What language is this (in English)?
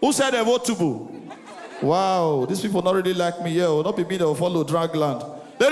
Nigerian Pidgin